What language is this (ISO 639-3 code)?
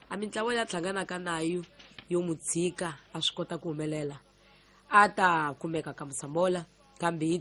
tso